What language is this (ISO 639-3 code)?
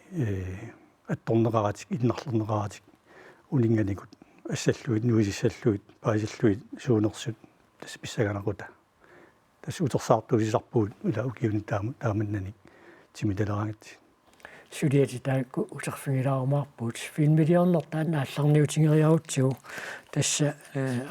kal